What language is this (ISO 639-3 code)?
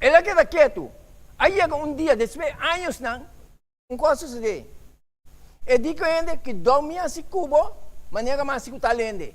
pap